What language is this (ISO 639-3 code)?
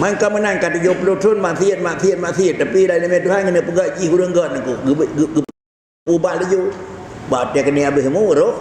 ace